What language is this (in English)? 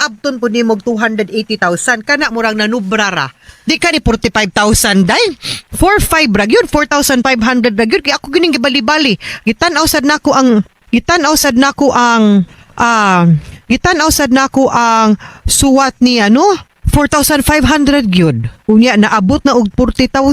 Cebuano